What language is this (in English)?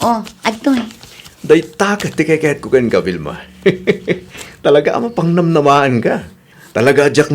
Iloko